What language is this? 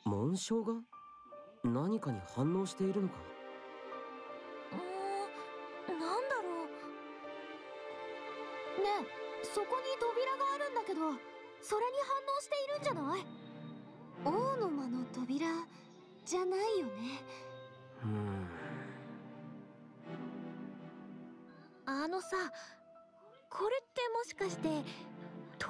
Japanese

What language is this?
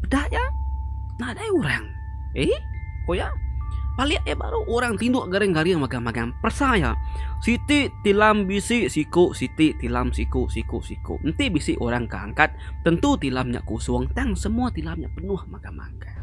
Iban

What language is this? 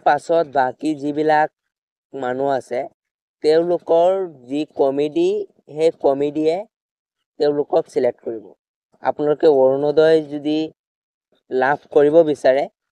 Assamese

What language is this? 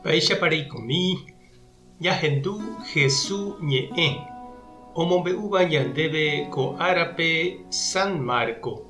Guarani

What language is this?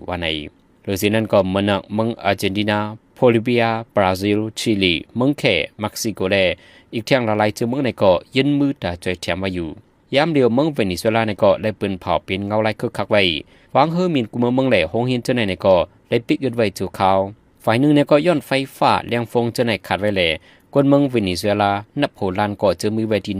Shan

